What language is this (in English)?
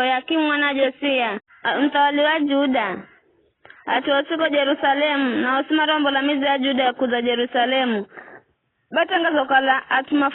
Giryama